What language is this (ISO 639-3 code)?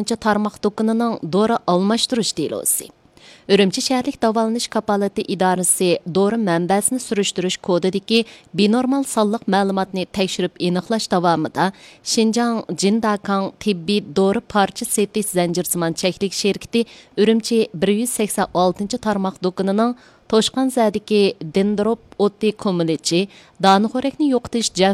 uig